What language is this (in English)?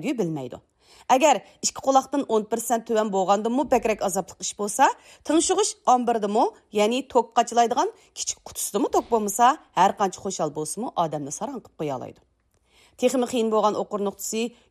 Uyghur